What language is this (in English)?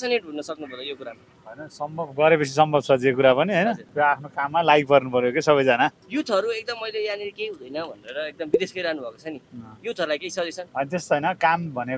Nepali